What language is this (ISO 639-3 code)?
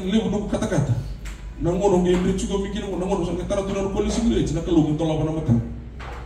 fij